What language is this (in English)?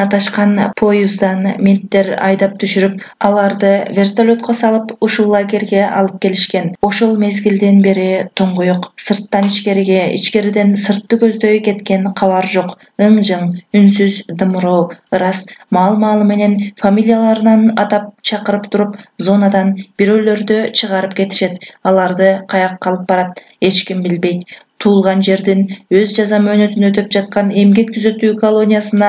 Kyrgyz